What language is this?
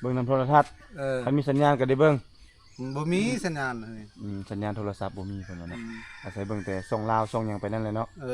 Lao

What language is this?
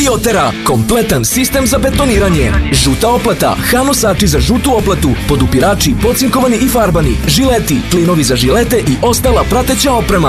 Serbian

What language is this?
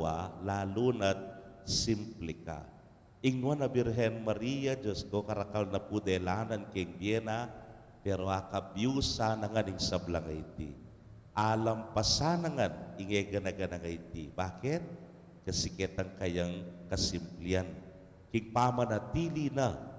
Pampanga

